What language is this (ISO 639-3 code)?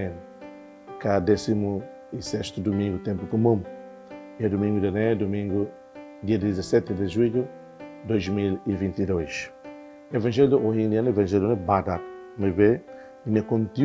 tet